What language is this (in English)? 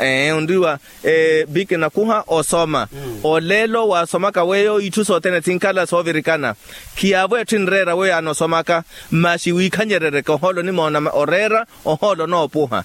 Makhuwa